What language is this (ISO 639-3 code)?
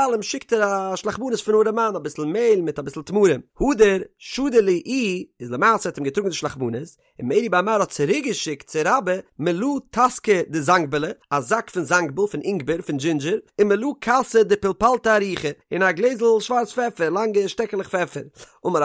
yid